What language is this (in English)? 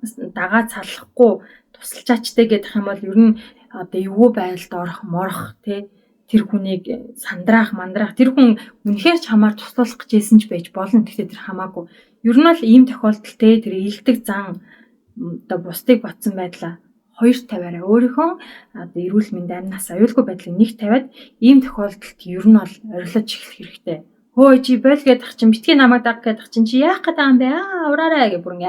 Mongolian